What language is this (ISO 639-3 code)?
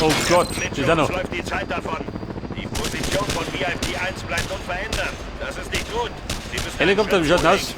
bar